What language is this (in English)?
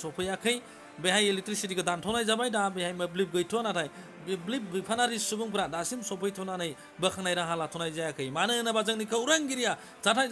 Bodo